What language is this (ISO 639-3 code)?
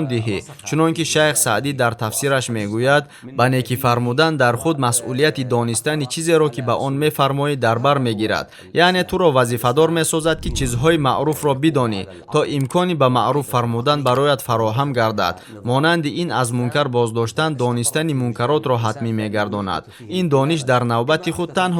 tgk